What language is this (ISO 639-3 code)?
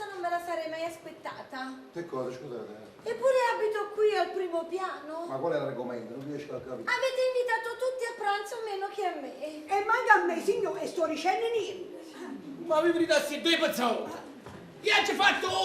nap